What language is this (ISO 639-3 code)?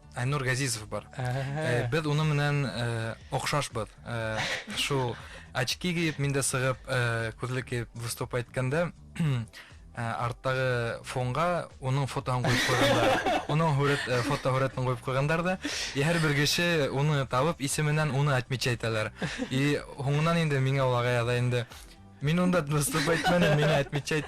bak